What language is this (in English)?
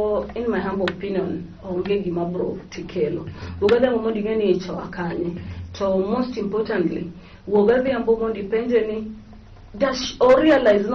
Luo (Kenya and Tanzania)